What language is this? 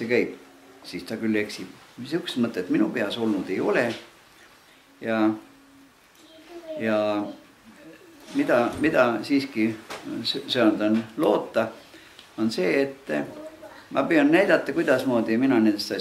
Estonian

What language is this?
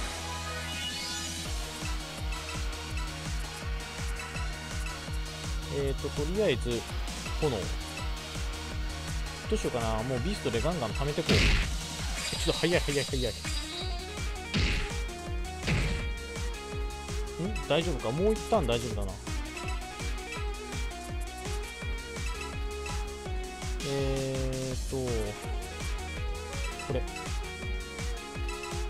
Japanese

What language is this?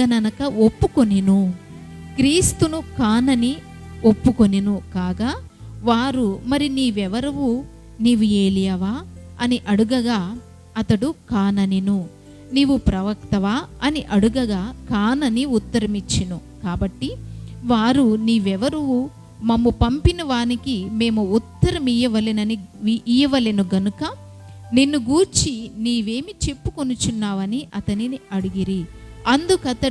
Koya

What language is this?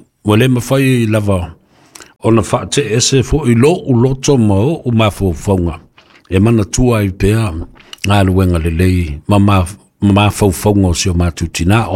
Samoan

